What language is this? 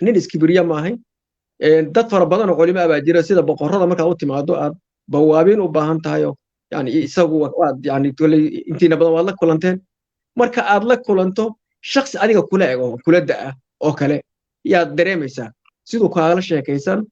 Somali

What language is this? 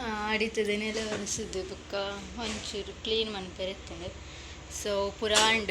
Tulu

